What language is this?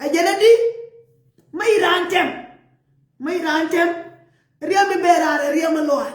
Nuer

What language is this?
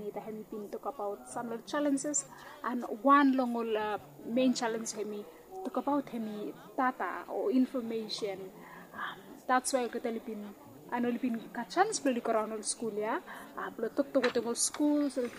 Bislama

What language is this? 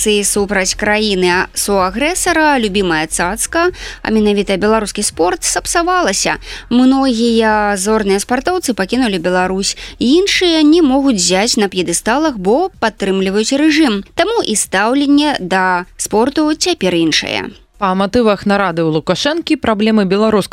Belarusian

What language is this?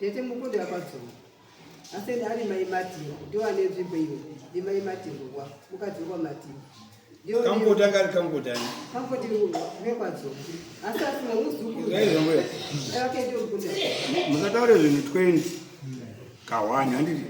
Shona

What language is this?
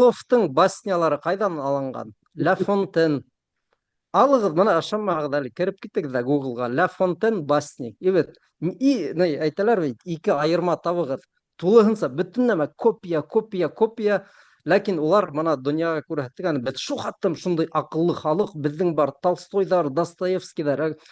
Bashkir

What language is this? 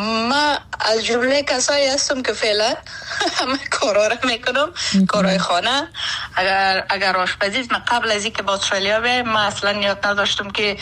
Persian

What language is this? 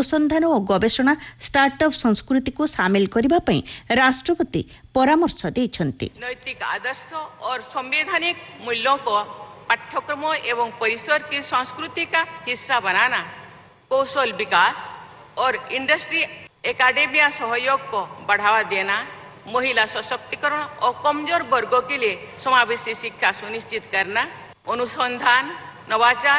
Odia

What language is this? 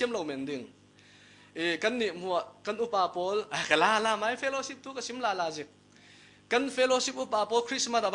Falam Chin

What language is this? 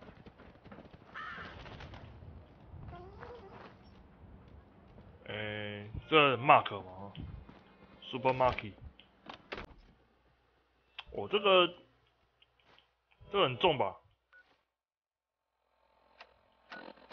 Chinese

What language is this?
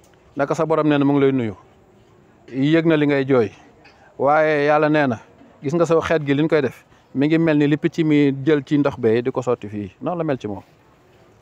Wolof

